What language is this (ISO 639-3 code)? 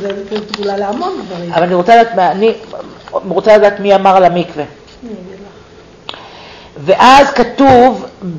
heb